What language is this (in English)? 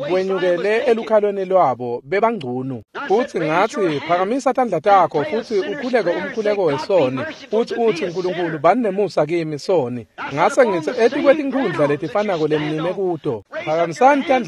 Swati